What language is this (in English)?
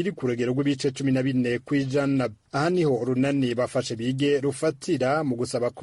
Rundi